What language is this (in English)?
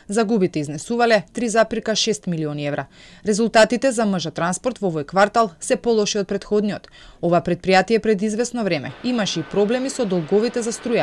Macedonian